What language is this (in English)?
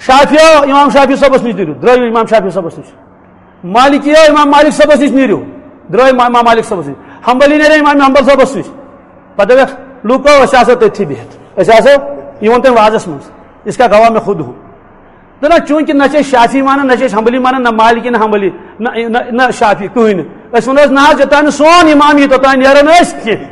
Kashmiri